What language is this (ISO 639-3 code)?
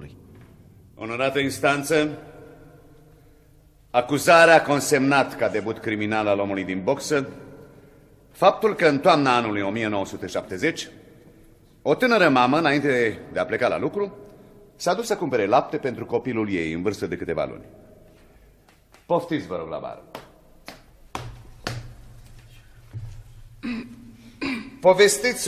ron